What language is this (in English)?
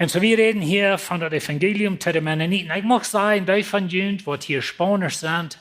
Plautdietsch